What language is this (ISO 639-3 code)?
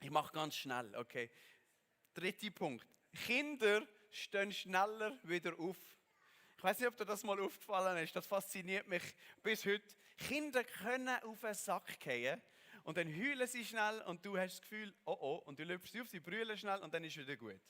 gsw